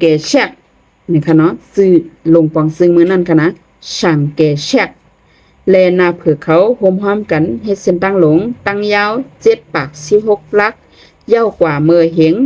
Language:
Shan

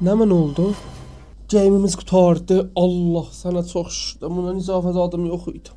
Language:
South Azerbaijani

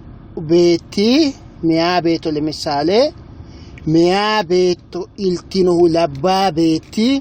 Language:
Sidamo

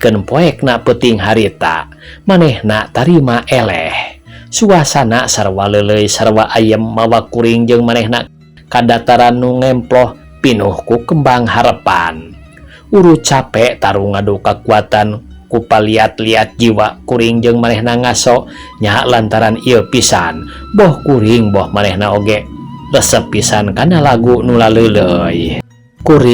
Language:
Sundanese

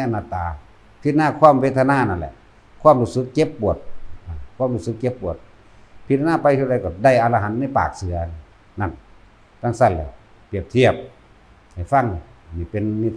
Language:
Northeastern Thai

